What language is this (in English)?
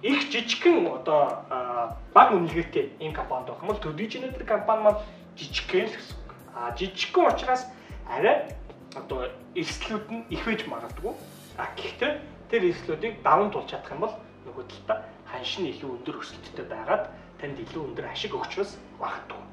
Mongolian